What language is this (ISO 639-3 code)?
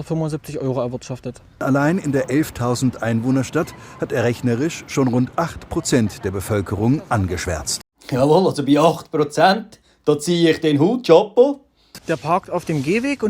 gsw